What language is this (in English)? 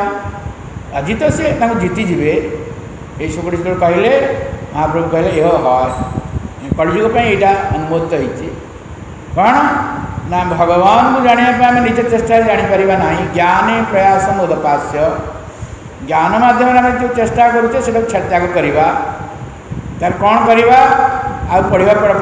Odia